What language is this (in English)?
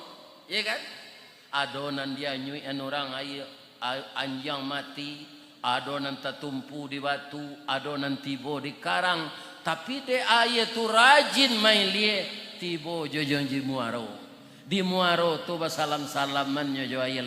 Minangkabau